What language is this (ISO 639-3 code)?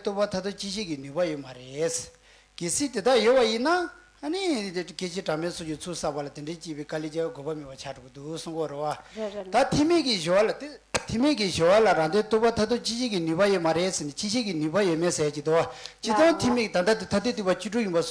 bod